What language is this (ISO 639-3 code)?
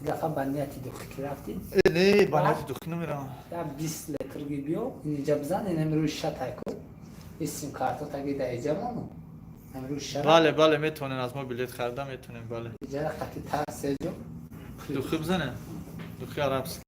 tgk